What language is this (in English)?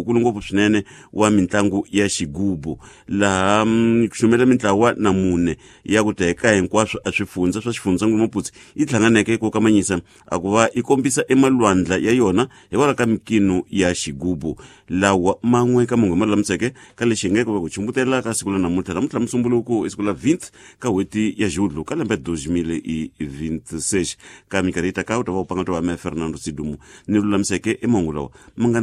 Tsonga